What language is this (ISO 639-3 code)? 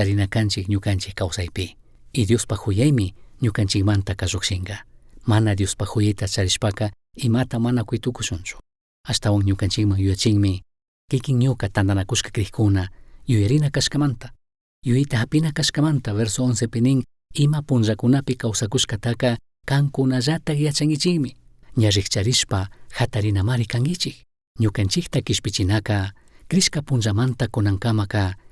qug